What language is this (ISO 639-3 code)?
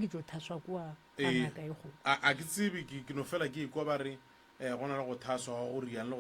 nso